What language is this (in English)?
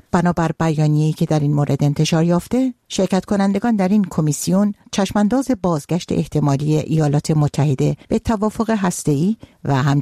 Persian